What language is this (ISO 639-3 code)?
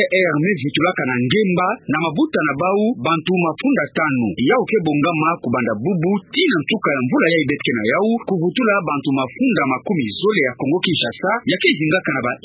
ktu